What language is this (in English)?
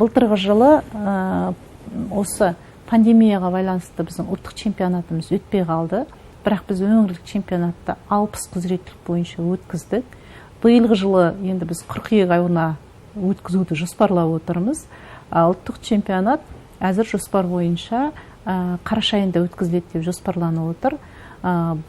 Kazakh